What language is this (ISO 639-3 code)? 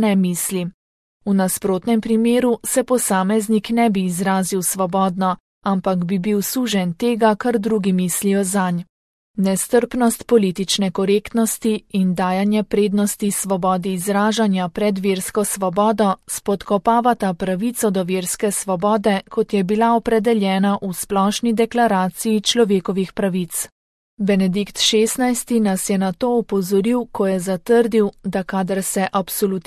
slv